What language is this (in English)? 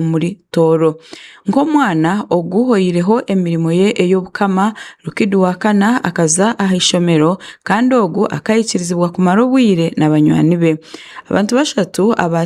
Tooro